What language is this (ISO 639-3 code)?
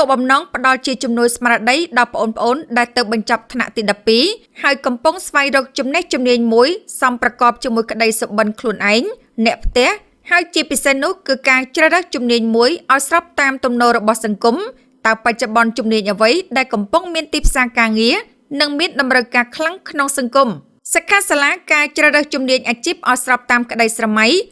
khm